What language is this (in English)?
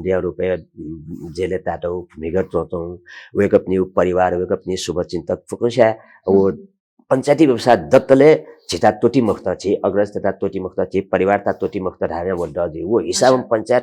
Newari